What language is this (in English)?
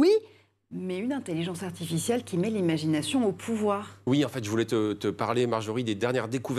French